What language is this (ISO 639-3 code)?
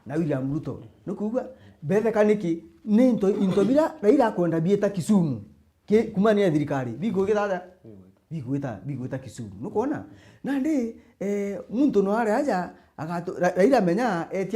mer